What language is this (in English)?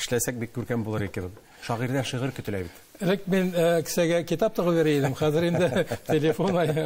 Tatar